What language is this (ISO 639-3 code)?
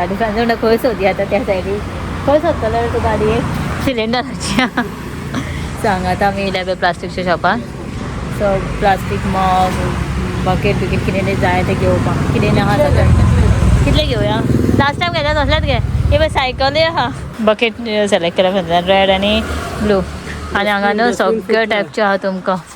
kok